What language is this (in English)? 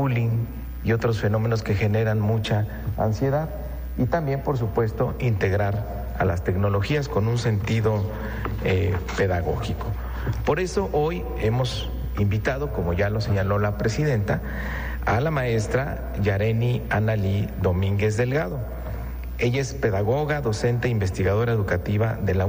Spanish